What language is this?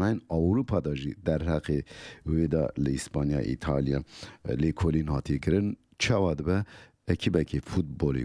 Kurdish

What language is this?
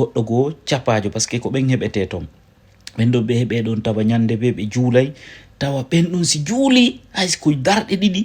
Fula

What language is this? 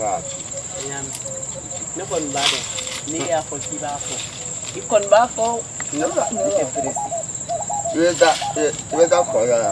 Bambara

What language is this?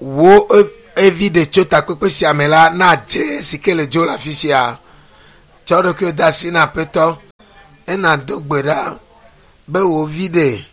Ewe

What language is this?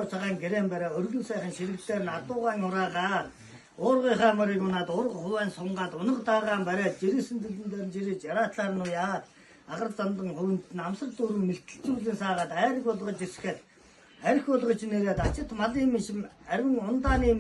Mongolian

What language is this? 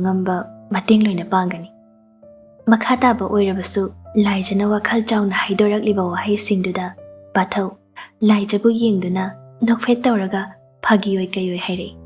Manipuri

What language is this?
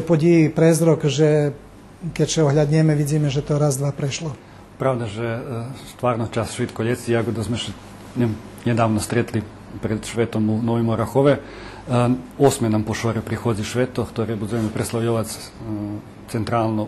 Rusyn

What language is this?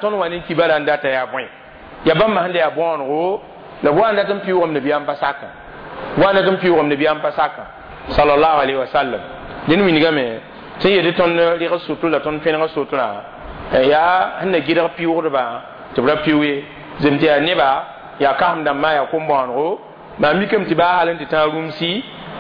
Mossi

